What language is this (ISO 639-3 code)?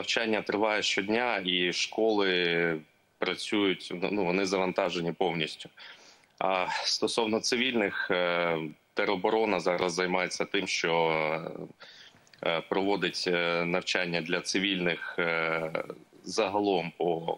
ukr